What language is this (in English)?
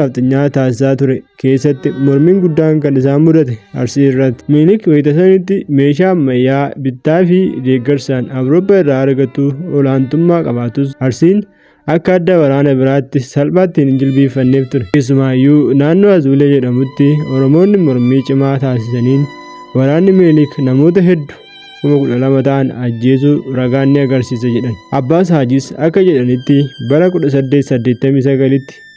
Oromo